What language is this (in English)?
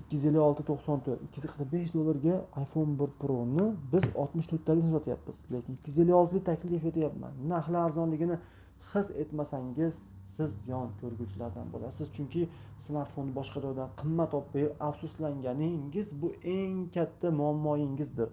Uzbek